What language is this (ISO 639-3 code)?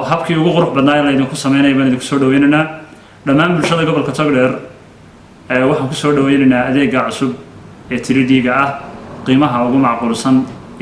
som